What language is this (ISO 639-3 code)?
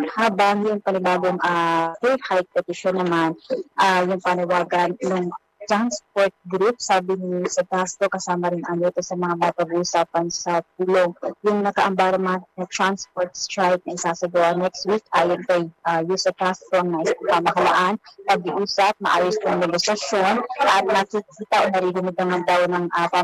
fil